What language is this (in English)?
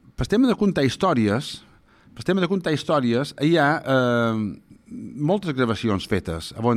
Catalan